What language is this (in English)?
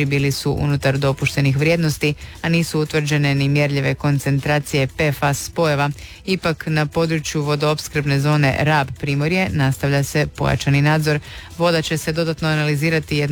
Croatian